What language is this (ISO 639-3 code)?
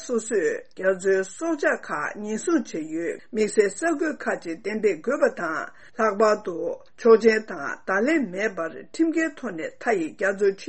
bod